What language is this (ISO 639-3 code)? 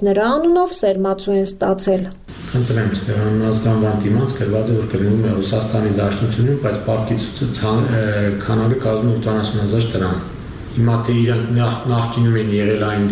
hye